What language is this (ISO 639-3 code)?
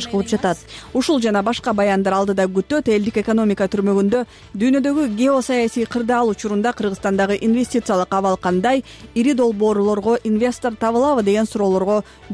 kir